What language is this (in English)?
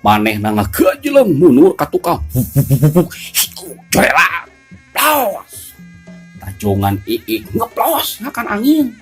Sundanese